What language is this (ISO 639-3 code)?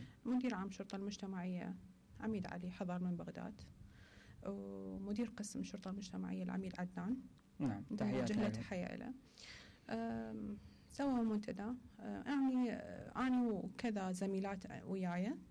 acm